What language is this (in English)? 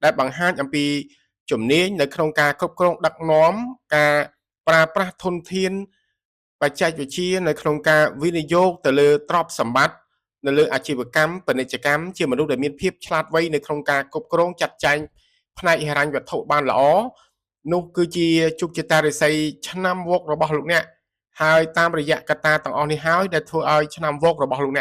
Khmer